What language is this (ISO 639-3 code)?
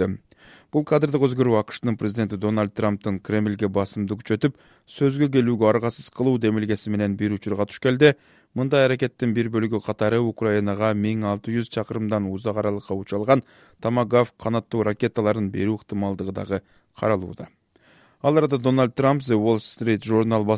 kir